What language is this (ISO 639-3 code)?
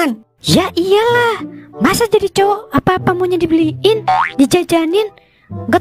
bew